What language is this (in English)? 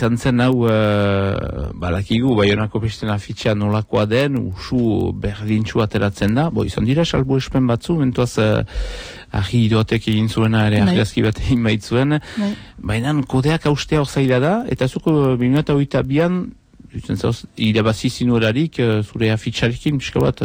Basque